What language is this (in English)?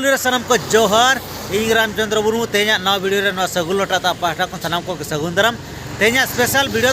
Santali